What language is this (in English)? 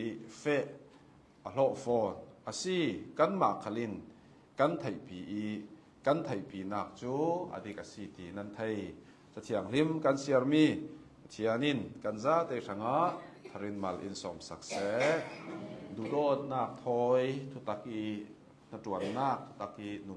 Hakha Chin